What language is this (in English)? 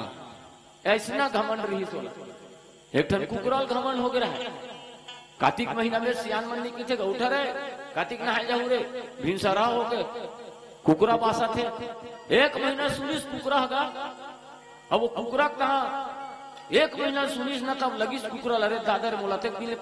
Chhattisgarhi